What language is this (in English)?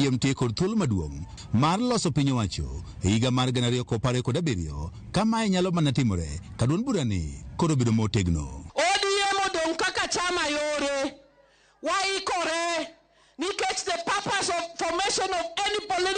Luo (Kenya and Tanzania)